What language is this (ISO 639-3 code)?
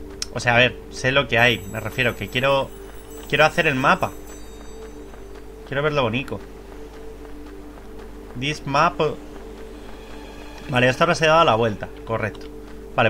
spa